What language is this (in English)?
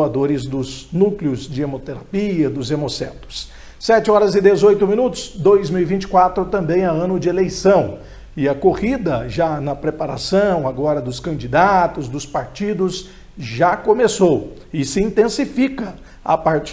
Portuguese